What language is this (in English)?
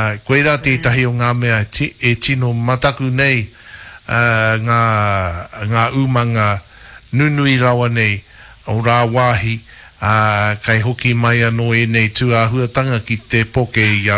Māori